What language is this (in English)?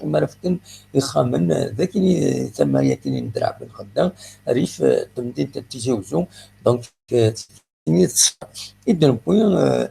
Kabyle